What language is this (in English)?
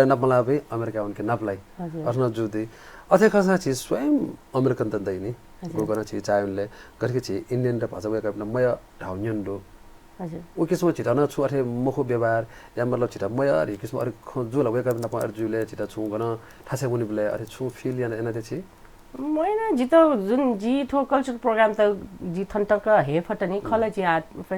Newari